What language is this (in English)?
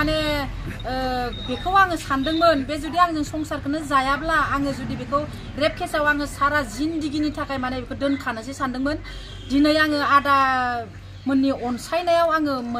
Bodo